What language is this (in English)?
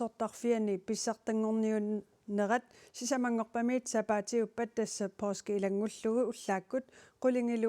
Kalaallisut